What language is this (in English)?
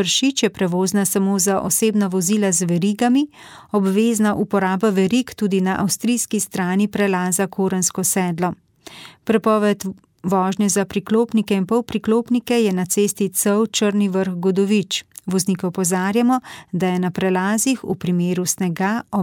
Slovenian